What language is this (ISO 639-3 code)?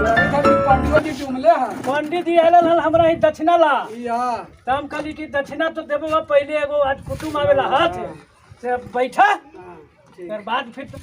mag